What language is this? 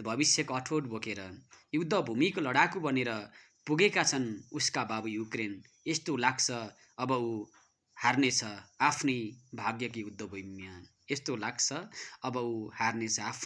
Nepali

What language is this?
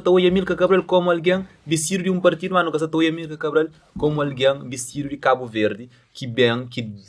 Kabuverdianu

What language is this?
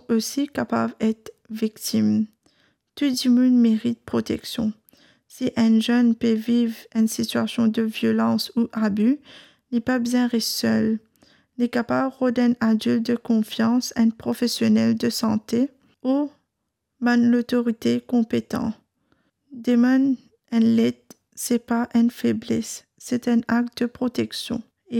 Morisyen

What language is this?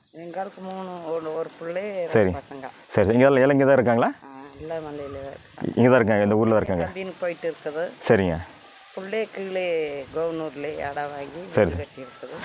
Tamil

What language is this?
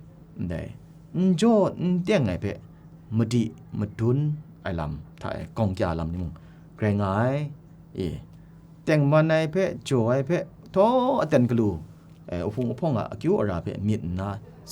Kachin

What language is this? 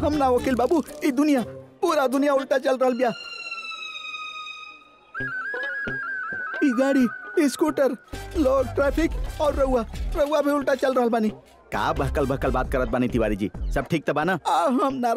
Bhojpuri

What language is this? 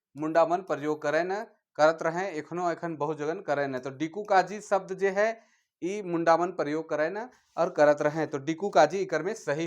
Sadri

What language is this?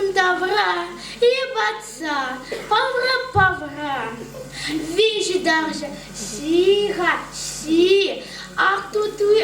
Chuvash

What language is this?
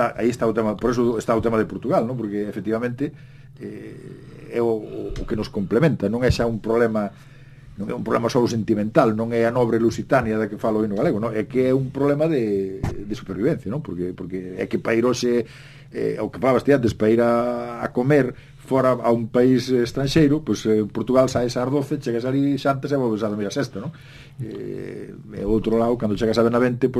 Galician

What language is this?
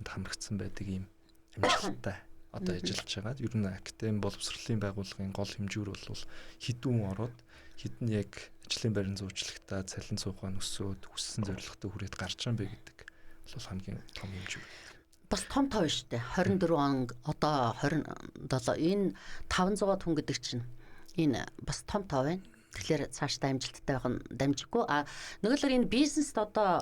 Mongolian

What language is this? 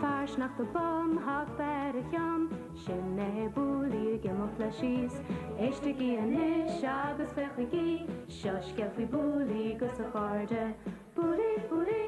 Irish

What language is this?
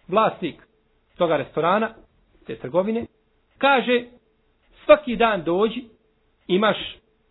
Bosnian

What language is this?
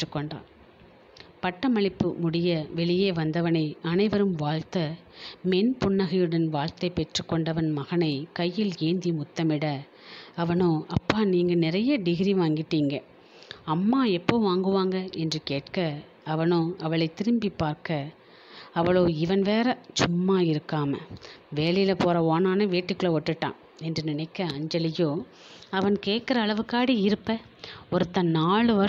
Tamil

